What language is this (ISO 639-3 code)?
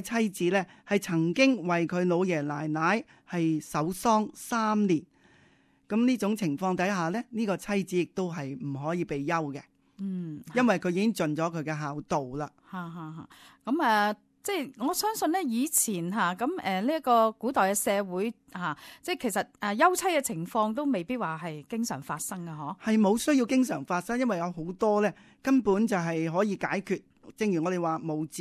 yue